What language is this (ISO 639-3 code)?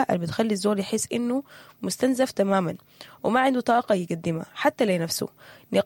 apd